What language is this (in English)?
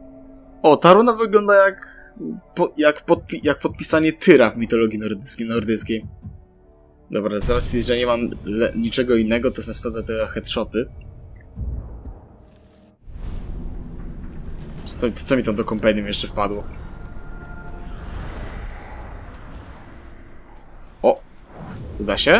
Polish